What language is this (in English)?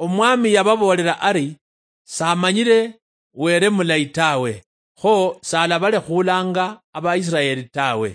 Luyia